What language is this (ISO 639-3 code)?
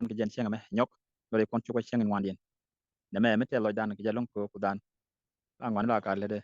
nus